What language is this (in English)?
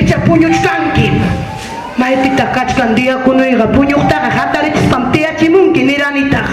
Ayacucho Quechua